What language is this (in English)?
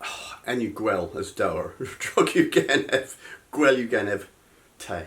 Cornish